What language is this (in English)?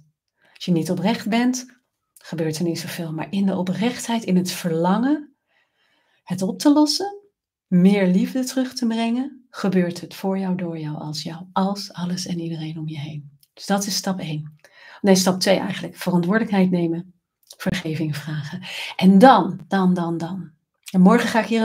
Dutch